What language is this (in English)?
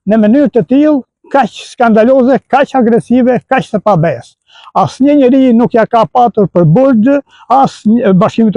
Albanian